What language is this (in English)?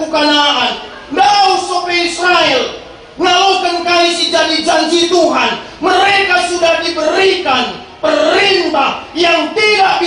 Batak Karo